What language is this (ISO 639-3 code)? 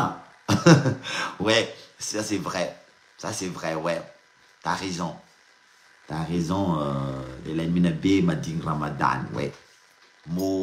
mlg